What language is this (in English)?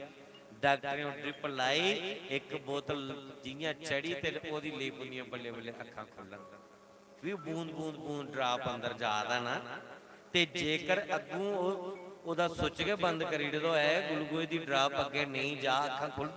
Dogri